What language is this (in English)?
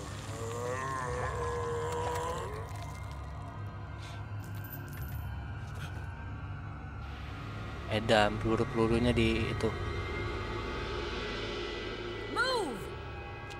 Indonesian